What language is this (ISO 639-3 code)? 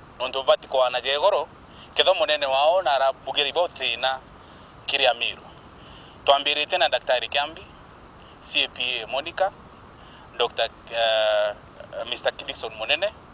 mer